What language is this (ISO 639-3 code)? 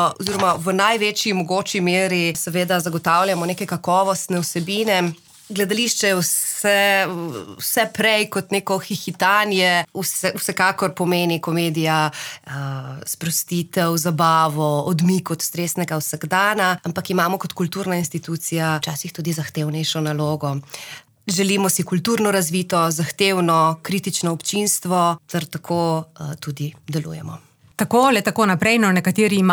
slv